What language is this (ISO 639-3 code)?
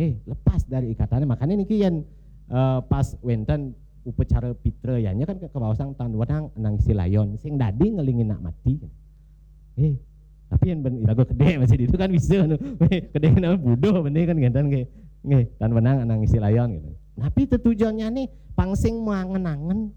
ban